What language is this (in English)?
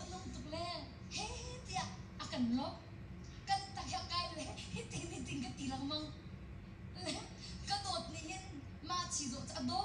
Hakha Chin